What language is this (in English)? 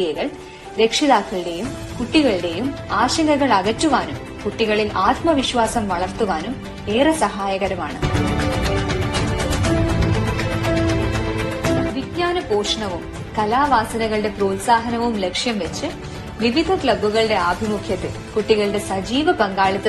Malayalam